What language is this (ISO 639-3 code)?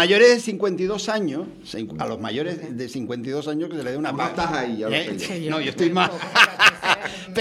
spa